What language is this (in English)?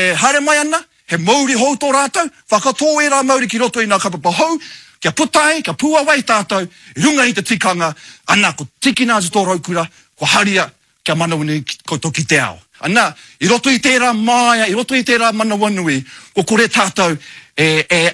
Māori